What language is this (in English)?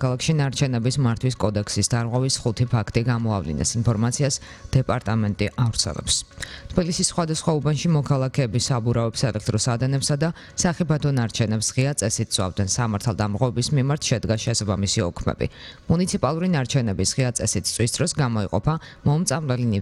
Georgian